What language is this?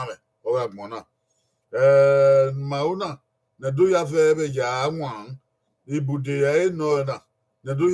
Bini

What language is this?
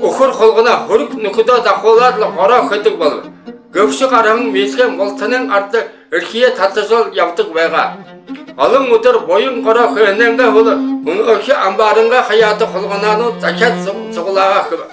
Buriat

